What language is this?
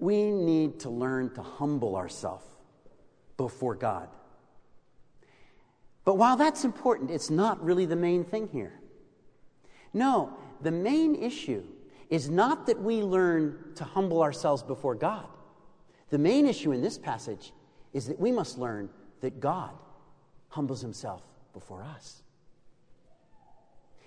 English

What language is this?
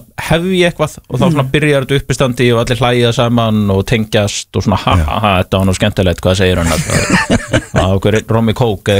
Icelandic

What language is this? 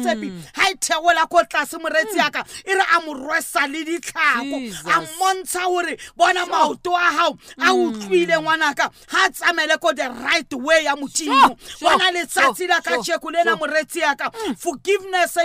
Southern Sotho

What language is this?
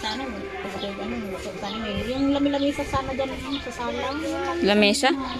Filipino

